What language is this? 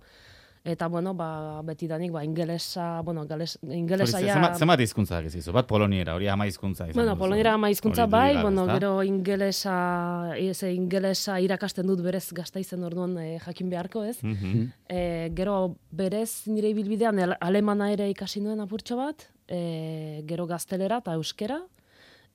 Basque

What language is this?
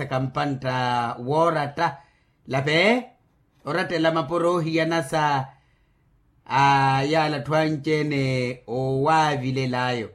Makhuwa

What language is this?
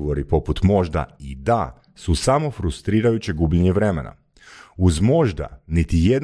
Croatian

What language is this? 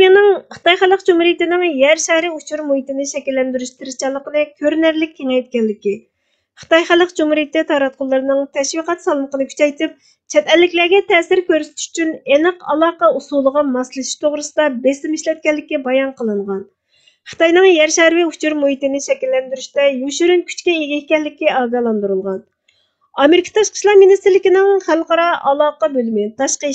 Uyghur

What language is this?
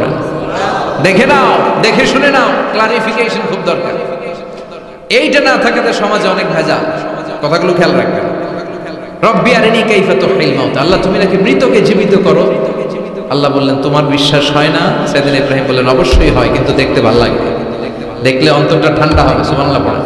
Bangla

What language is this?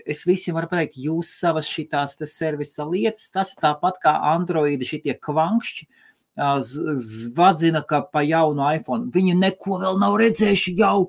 Latvian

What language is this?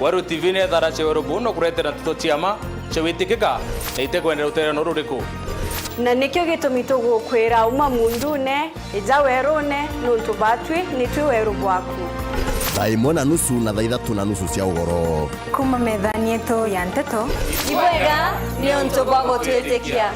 Meru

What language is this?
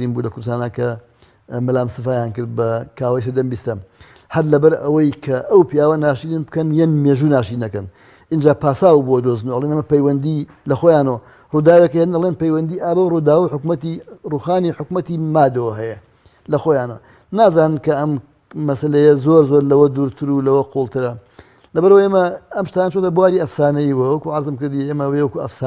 Central Kurdish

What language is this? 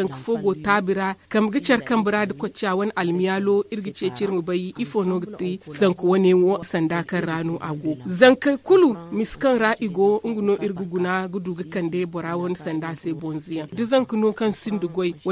Zarma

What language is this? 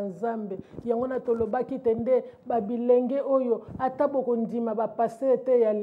Lingala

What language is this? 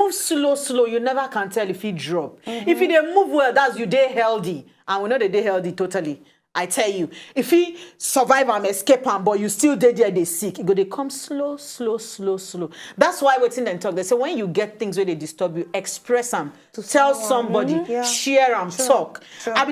Nigerian Pidgin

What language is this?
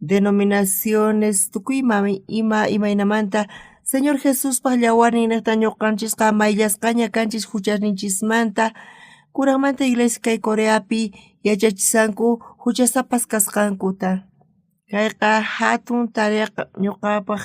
South Bolivian Quechua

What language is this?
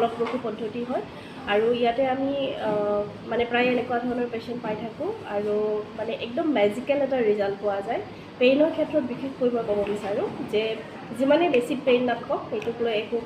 Assamese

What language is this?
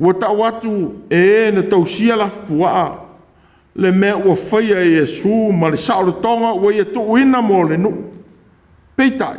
Samoan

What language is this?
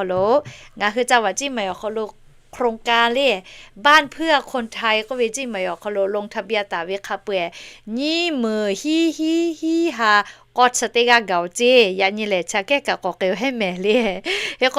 Lahu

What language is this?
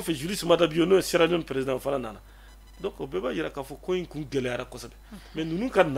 Bambara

